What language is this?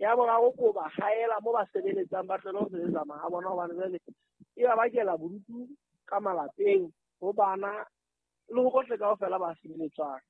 Southern Sotho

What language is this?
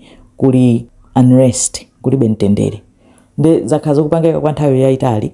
Nyanja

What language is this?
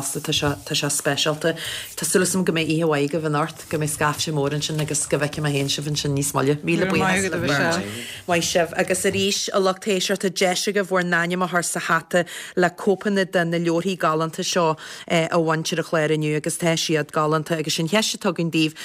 Irish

